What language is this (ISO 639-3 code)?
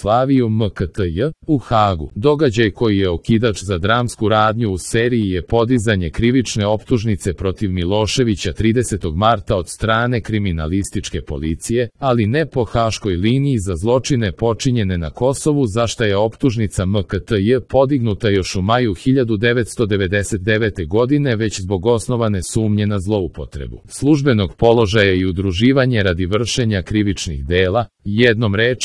srp